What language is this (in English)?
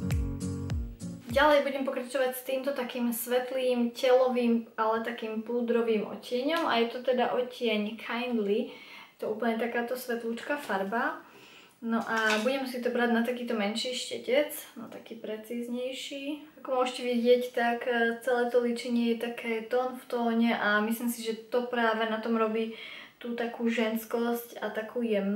Slovak